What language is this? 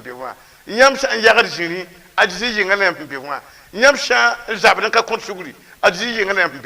Mossi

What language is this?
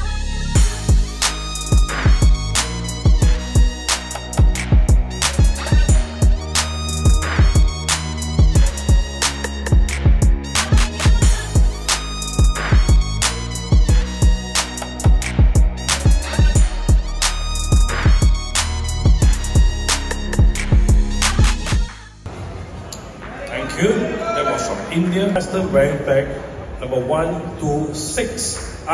Tamil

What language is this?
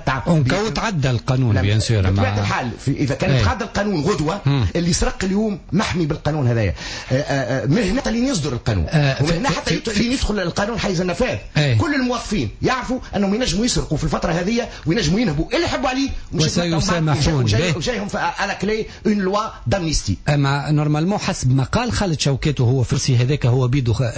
Tunisian Arabic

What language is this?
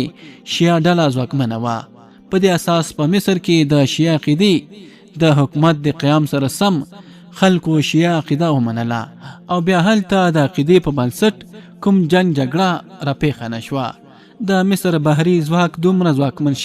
Pashto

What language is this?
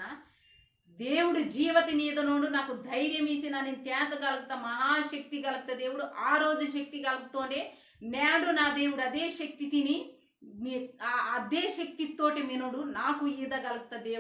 Koya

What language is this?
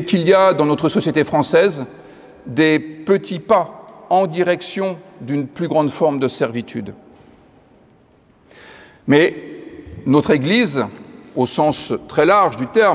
French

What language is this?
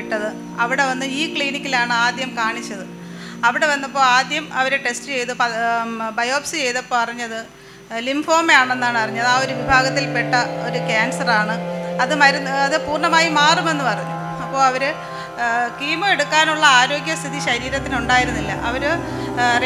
Malayalam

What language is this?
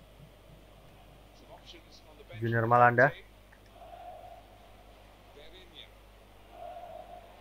Indonesian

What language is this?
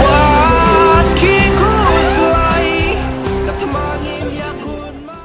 Khasi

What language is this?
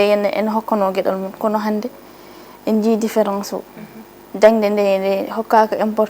Fula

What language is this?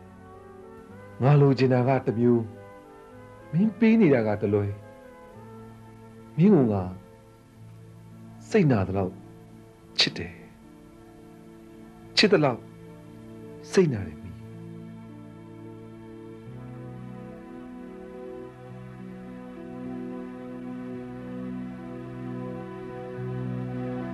Burmese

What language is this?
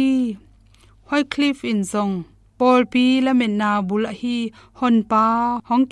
Tedim Chin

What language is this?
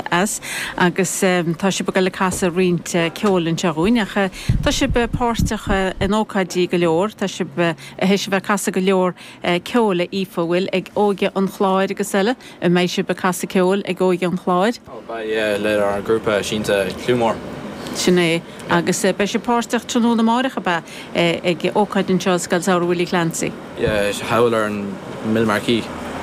Irish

